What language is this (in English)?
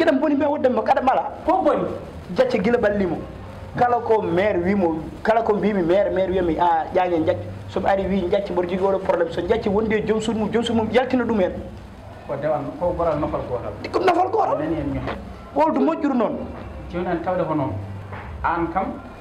Fula